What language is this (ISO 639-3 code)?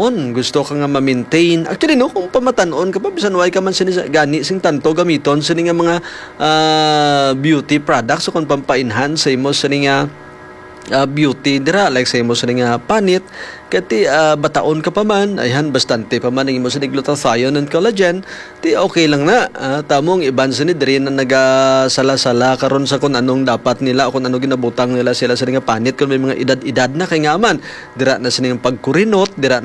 hil